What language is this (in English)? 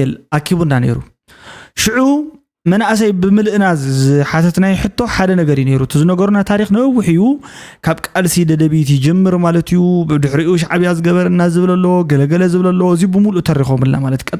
Tigrinya